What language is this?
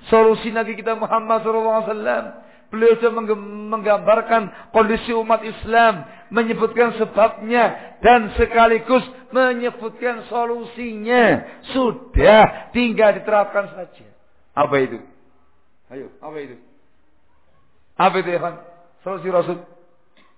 Indonesian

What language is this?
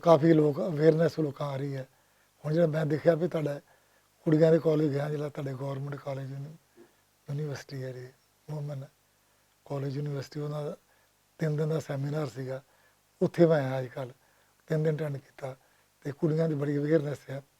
Western Panjabi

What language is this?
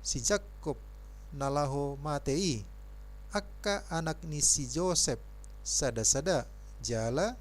Batak Toba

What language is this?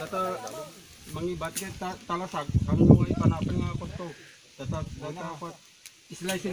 Iloko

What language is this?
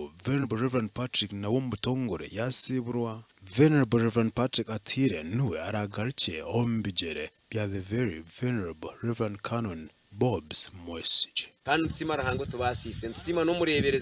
Nyankole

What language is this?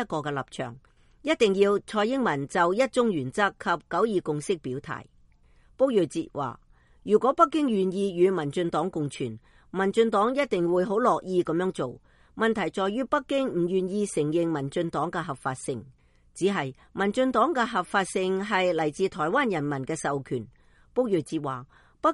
Cantonese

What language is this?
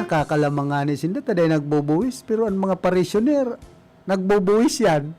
Bikol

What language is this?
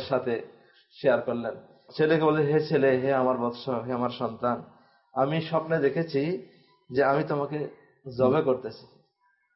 Bangla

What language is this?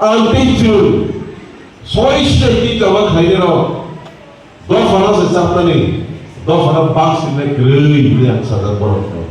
Kok Borok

